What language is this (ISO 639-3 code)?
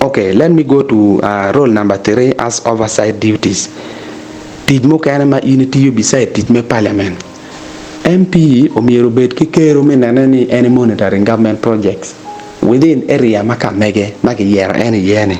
ach